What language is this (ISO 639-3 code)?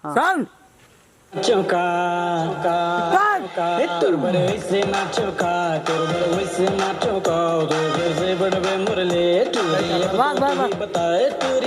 hne